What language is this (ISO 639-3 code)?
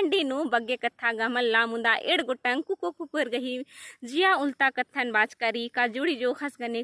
kru